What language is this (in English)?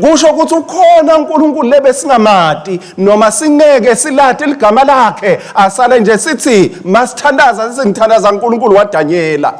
Swati